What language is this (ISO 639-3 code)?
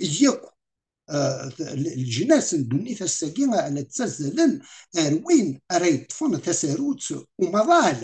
kab